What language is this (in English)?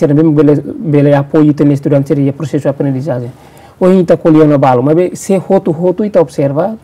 Tetum